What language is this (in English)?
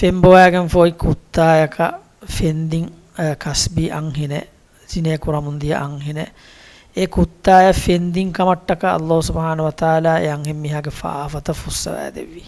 Divehi